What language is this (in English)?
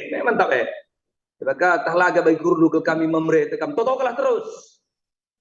Batak Karo